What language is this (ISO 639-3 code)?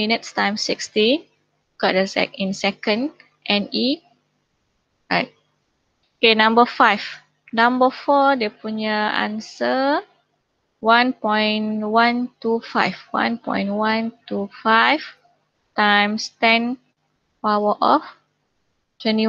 msa